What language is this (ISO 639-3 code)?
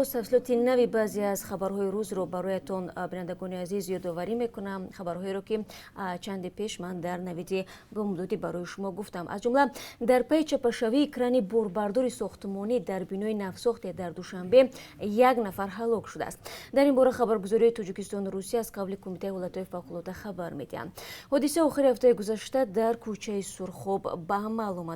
tgk